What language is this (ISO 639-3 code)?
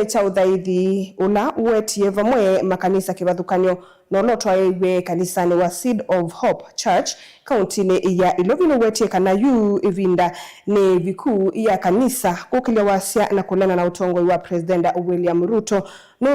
kam